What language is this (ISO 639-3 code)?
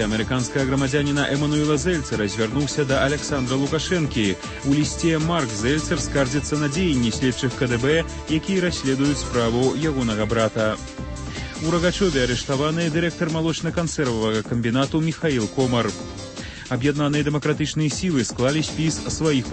bel